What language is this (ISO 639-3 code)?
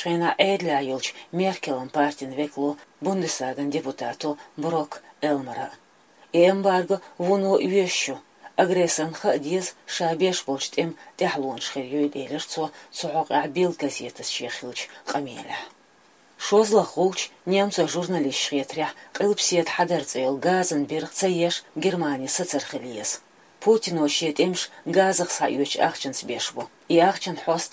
che